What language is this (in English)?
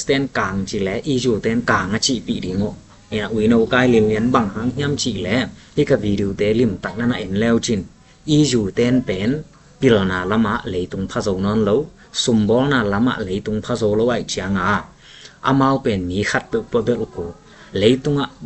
Tedim Chin